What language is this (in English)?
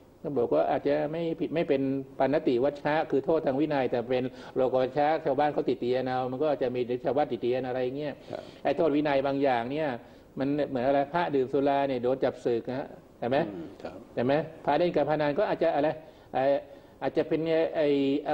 Thai